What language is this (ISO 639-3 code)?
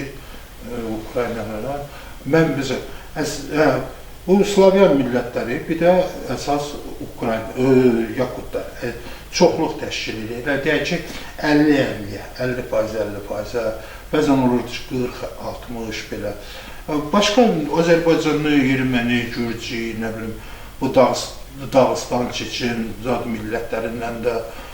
aze